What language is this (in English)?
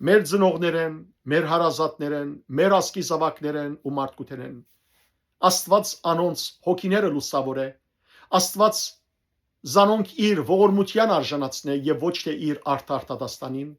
Western Armenian